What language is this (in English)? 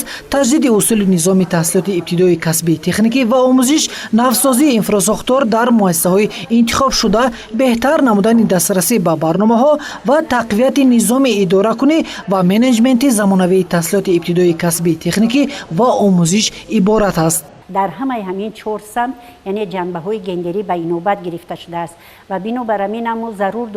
Tajik